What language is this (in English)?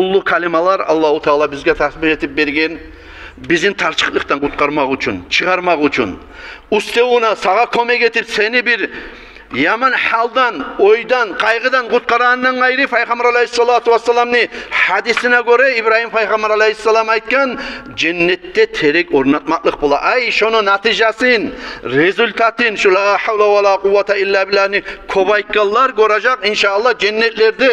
Kumyk